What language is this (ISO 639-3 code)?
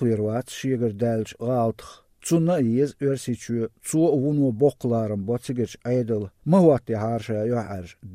che